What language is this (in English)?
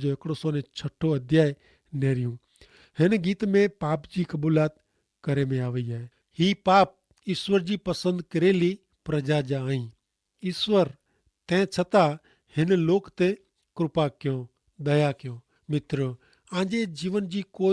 Kachhi